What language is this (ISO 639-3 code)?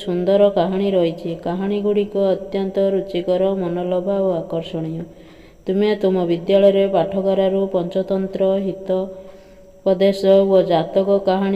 ori